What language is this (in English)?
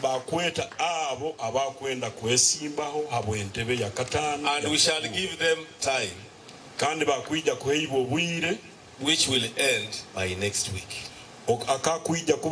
Nyankole